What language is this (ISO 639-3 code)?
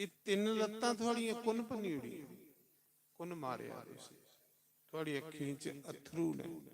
doi